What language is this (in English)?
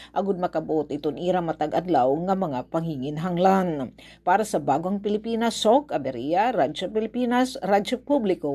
Waray